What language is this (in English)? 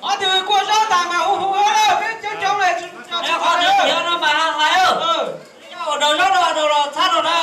Hmong